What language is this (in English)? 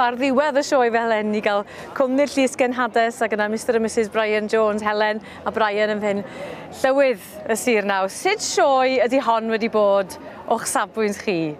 Welsh